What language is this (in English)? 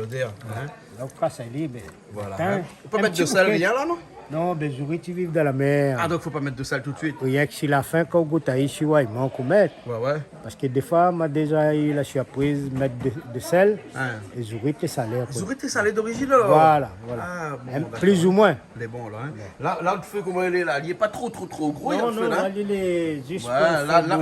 Réunion Creole French